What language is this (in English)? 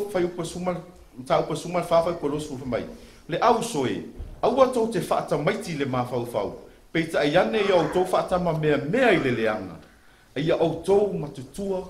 Samoan